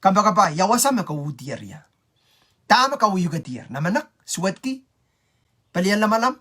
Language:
Pohnpeian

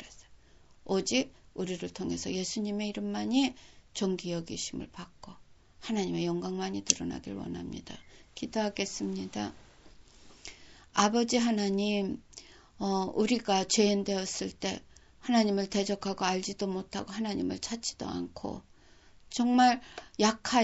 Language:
Korean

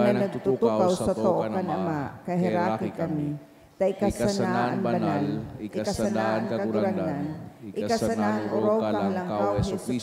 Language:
Bikol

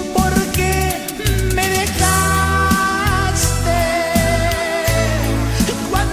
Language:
Spanish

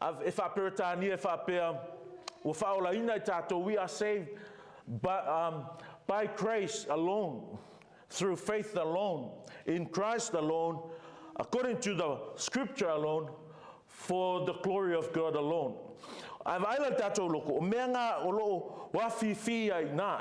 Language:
Samoan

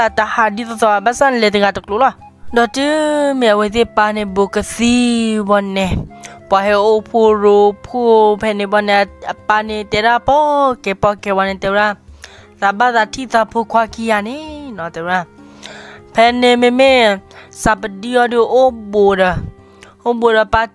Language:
S'gaw Karen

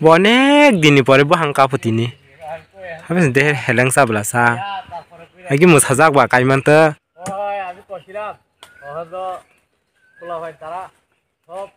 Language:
Kok Borok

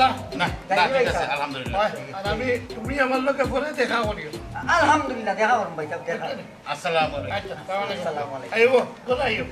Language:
Sylheti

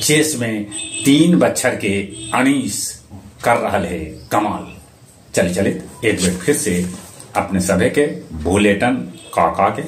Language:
Magahi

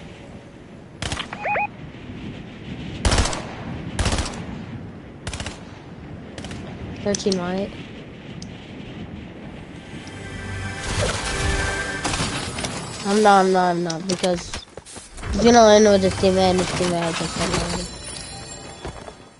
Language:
English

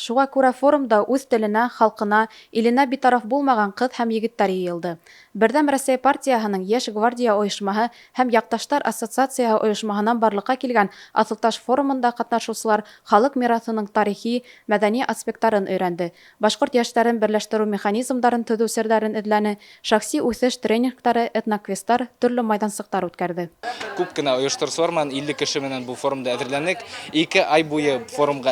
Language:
Bashkir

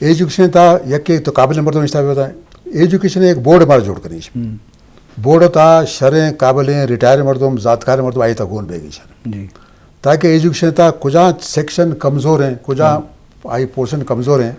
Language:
Eastern Balochi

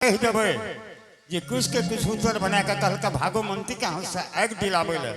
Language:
Angika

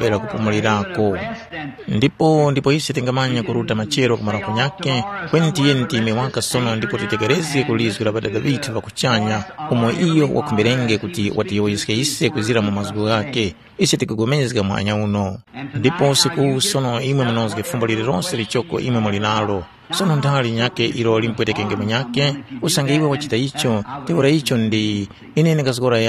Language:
Tumbuka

